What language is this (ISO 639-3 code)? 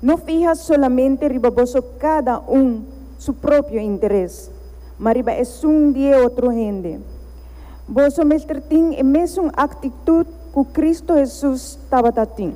pap